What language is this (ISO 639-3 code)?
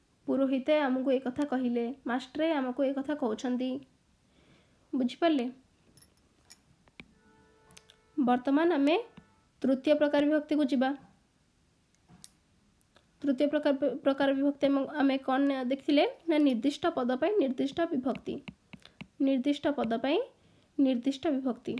ori